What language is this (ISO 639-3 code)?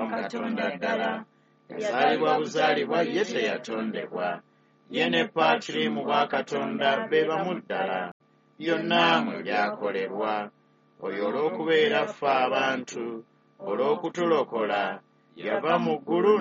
lug